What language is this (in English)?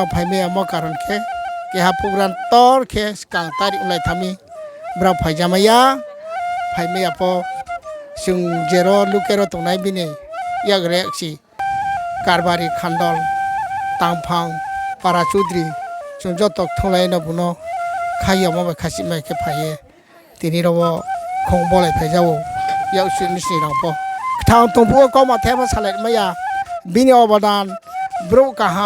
Riang (India)